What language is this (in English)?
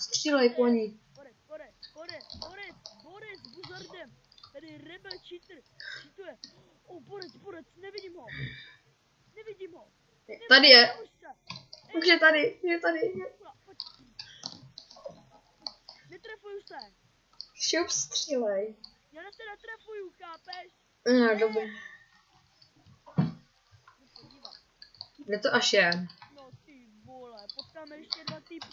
Czech